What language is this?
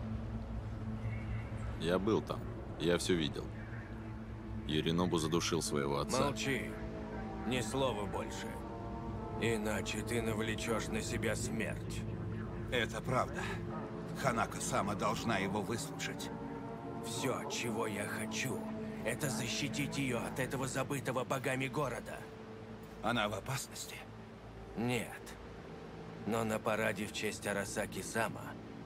Russian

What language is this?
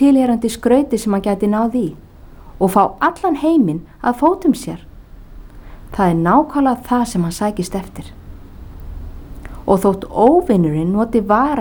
Icelandic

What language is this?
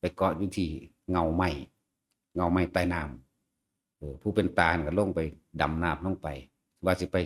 Northeastern Thai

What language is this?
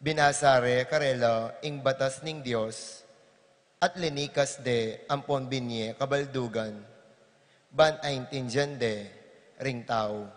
Pampanga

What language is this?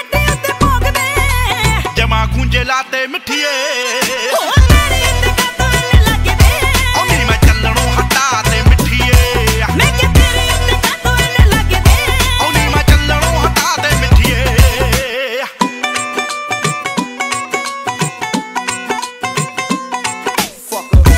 Punjabi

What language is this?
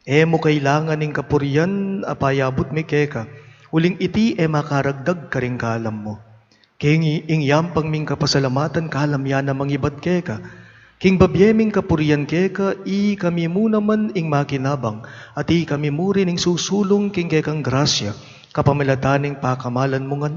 Pampanga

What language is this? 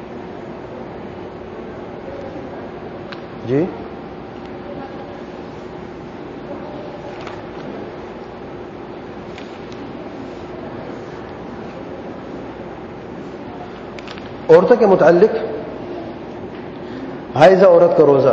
Urdu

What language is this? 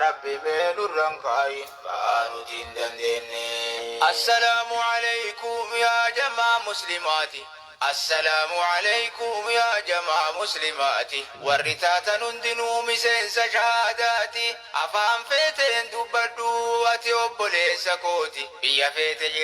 Oromo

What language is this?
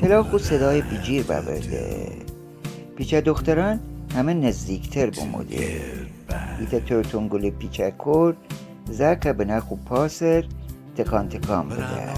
Gilaki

